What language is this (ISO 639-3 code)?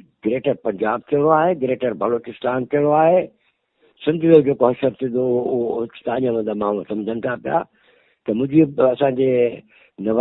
snd